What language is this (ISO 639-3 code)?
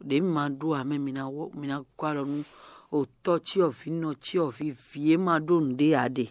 fon